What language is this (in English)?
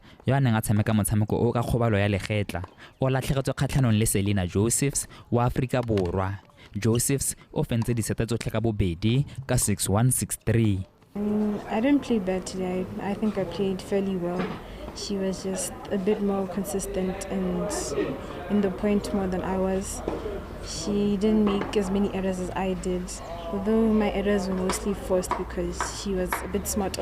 Tswana